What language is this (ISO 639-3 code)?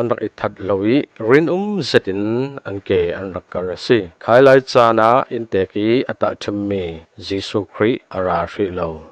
cfm